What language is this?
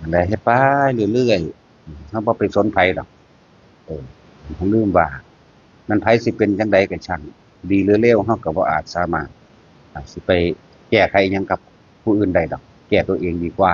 Northeastern Thai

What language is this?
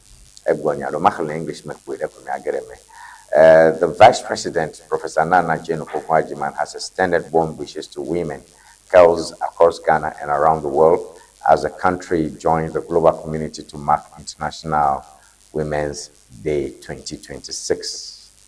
Ewe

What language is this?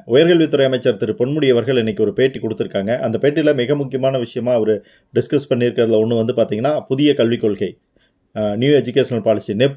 Tamil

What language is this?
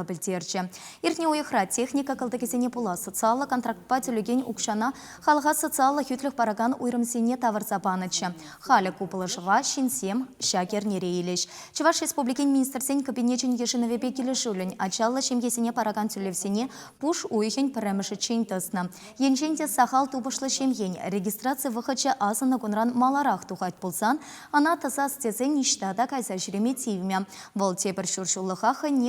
Chuvash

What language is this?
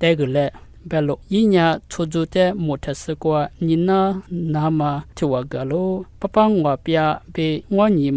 Lisu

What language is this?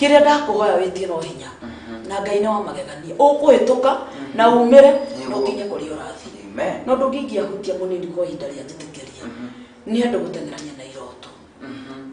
Kikuyu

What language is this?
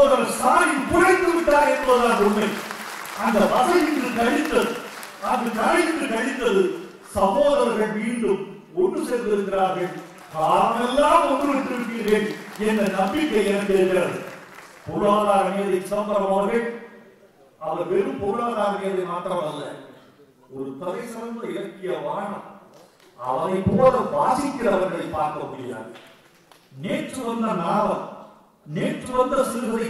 Tamil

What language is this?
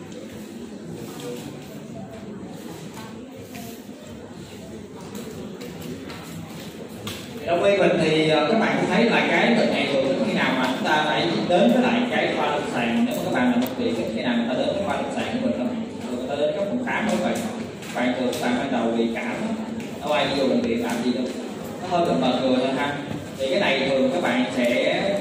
Vietnamese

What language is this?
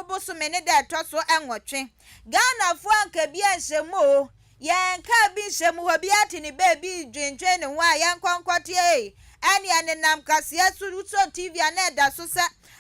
Akan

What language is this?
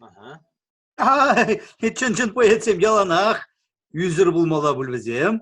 Chuvash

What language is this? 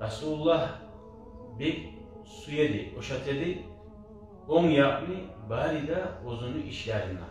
Kumyk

